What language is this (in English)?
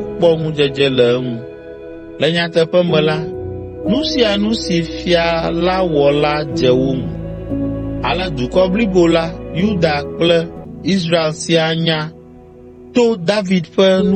Ewe